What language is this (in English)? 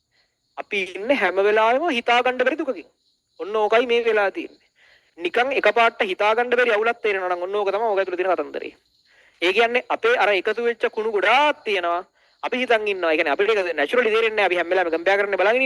Sinhala